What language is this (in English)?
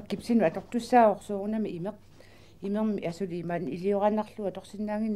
Kalaallisut